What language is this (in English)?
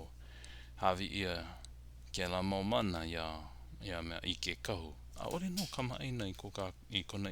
Hawaiian